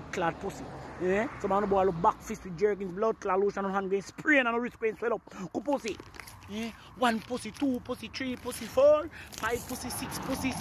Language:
Jamaican Creole English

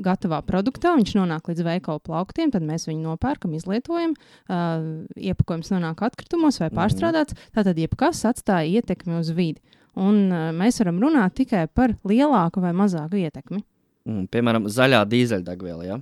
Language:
Latvian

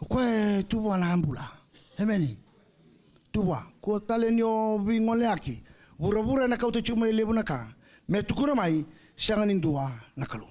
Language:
Fijian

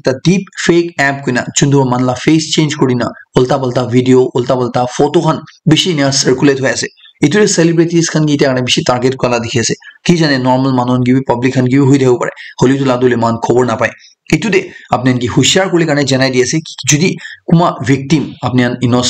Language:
Naga Pidgin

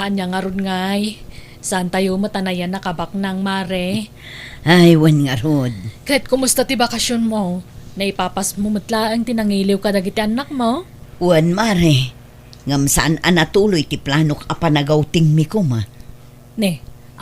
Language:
Iloko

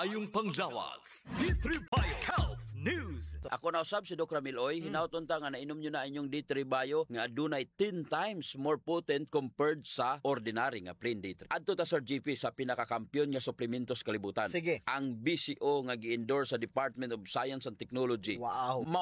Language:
Cebuano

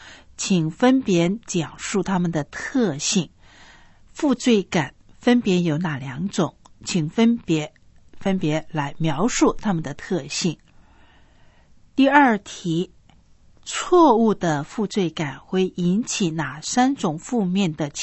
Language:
Chinese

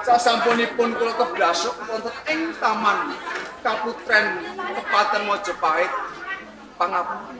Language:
Javanese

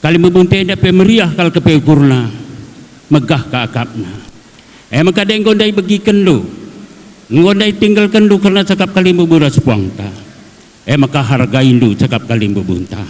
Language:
Batak Karo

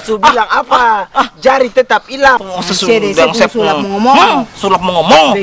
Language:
Ambonese Malay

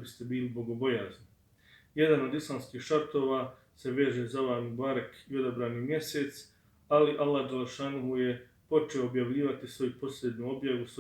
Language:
Bosnian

